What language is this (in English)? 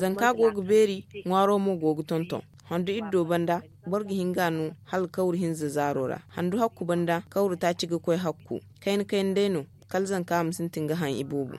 Zarma